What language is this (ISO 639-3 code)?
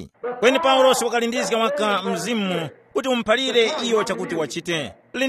tum